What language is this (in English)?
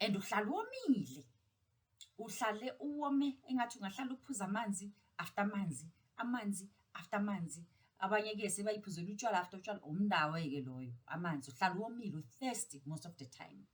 Zulu